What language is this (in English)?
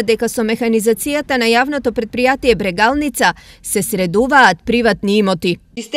Macedonian